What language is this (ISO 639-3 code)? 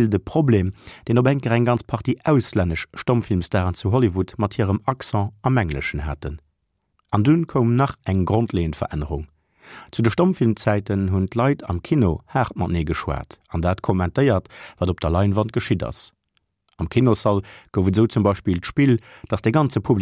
ltz